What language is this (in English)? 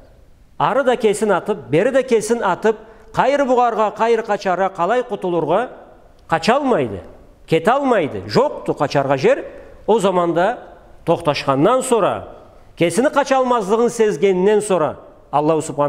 Karachay-Balkar